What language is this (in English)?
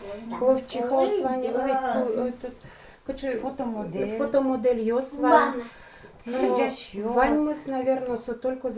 Udmurt